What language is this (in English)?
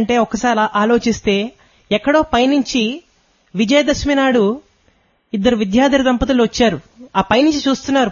Telugu